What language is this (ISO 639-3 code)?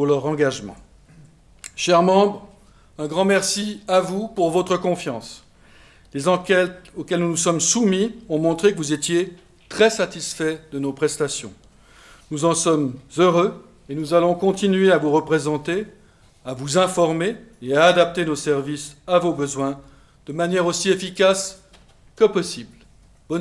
fra